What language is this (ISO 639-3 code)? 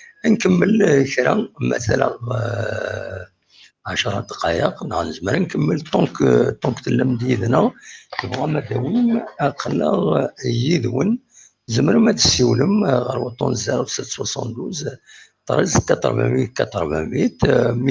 kab